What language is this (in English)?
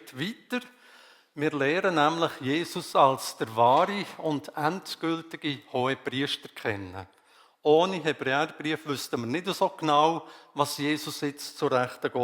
Swiss German